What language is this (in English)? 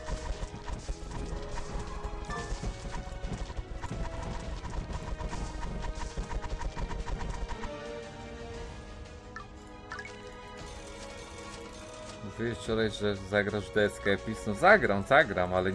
Polish